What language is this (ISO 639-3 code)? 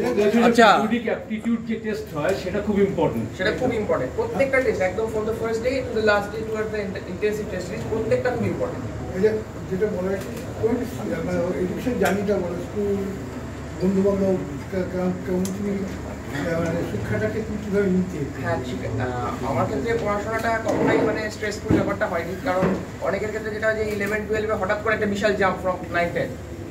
ben